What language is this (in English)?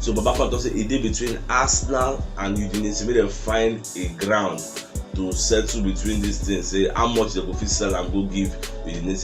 Nigerian Pidgin